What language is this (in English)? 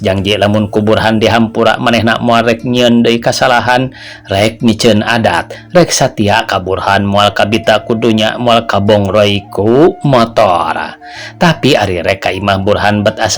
Sundanese